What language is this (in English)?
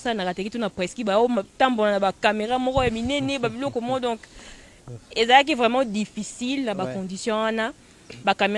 French